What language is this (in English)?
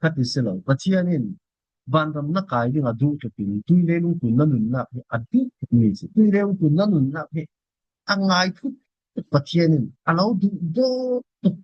Falam Chin